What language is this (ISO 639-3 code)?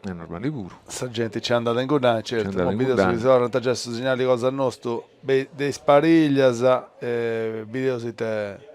srd